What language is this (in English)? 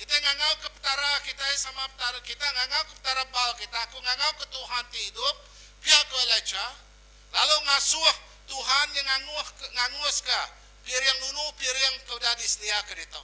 Iban